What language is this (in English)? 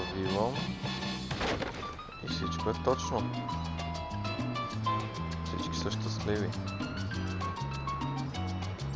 Bulgarian